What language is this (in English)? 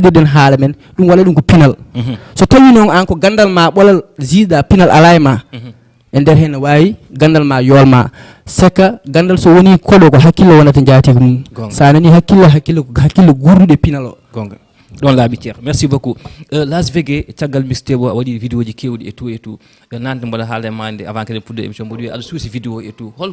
Fula